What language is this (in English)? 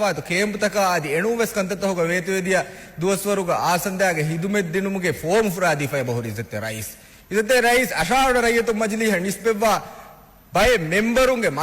Divehi